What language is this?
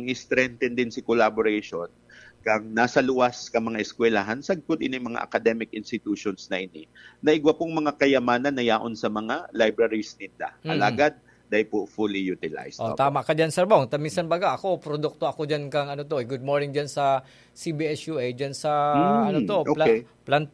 Bikol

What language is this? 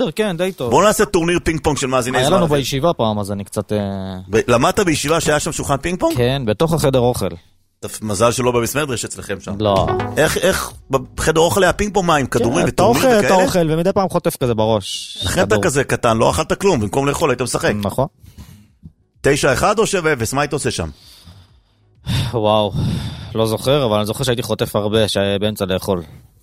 Hebrew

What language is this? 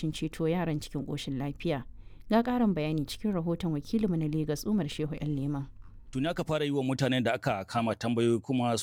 Hausa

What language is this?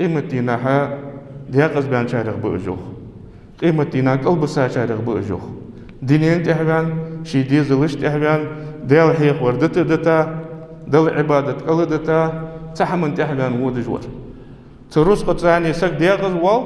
Ingush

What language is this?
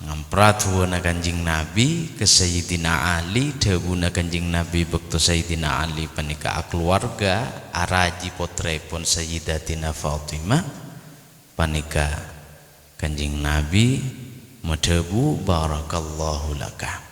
Madurese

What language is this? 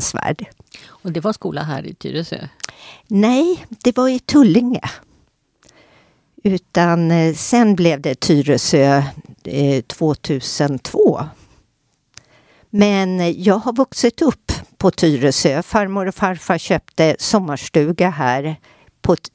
Swedish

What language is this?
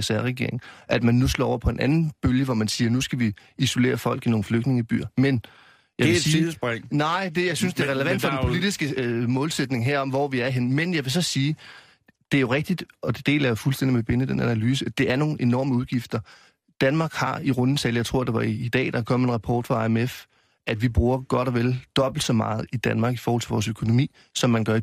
Danish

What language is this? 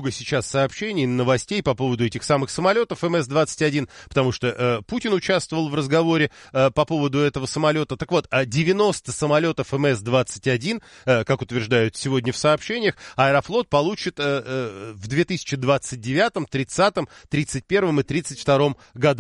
Russian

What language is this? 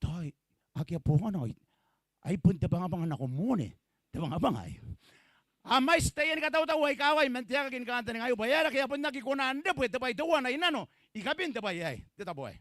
Gilbertese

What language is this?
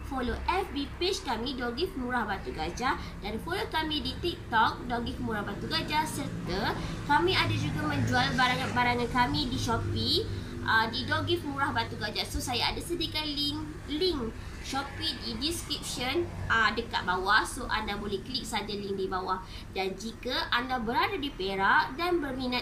Malay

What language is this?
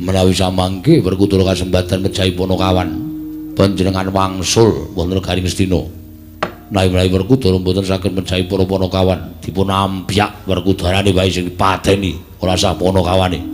Javanese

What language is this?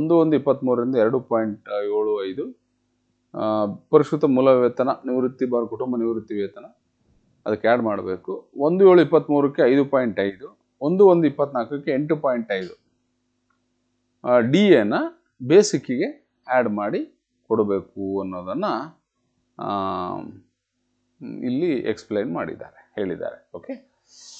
Kannada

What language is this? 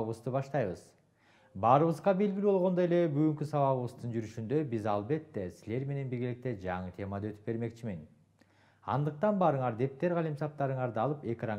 Kyrgyz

